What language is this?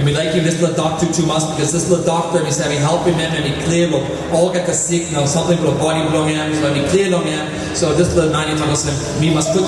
Tok Pisin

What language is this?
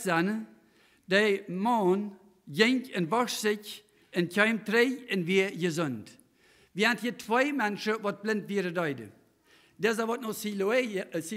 Plautdietsch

